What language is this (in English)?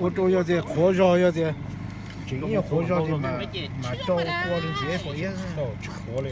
Hmong